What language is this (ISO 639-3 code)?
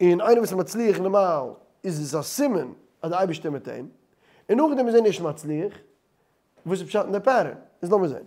yid